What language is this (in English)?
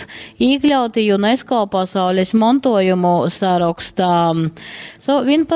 Latgalian